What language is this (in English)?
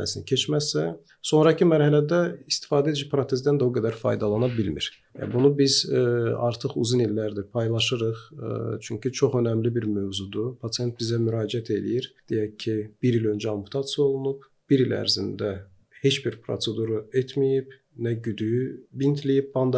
Azerbaijani